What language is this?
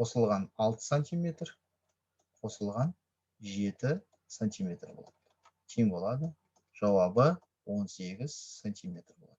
Kazakh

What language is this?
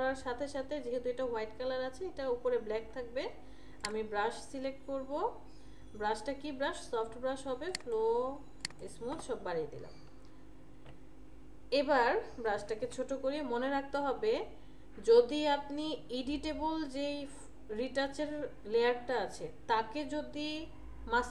Bangla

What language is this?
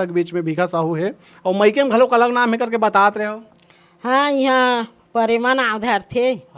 Chhattisgarhi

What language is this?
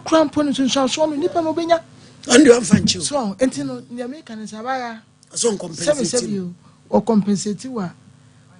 Akan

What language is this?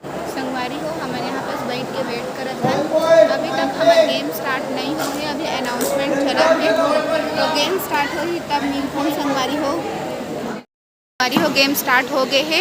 Chhattisgarhi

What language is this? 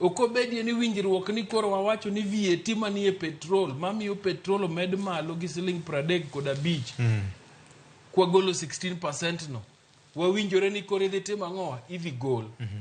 Luo (Kenya and Tanzania)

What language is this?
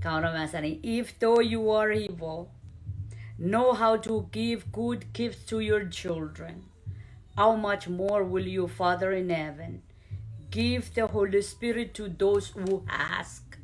Pohnpeian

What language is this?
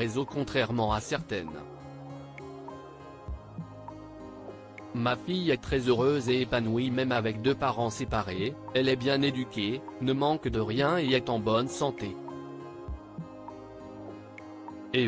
French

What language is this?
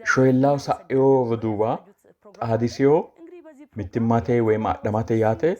Sidamo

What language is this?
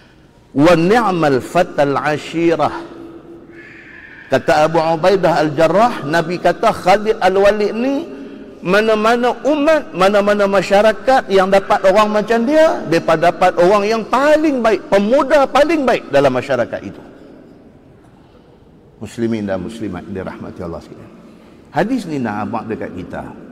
Malay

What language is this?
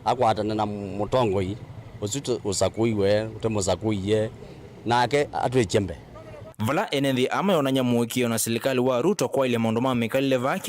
Kamba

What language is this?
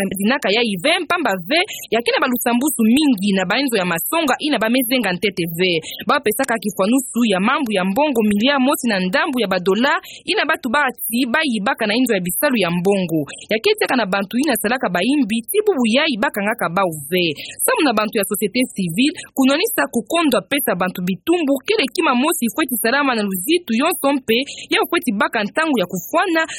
Kituba (Democratic Republic of Congo)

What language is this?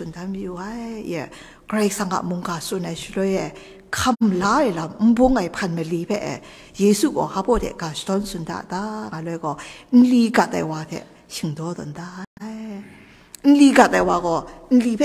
Kachin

